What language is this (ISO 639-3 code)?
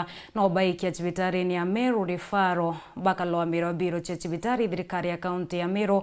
mer